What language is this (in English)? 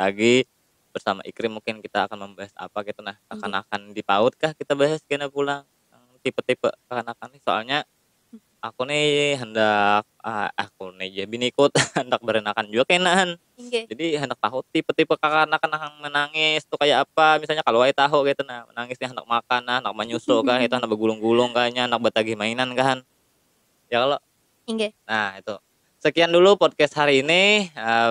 Banjar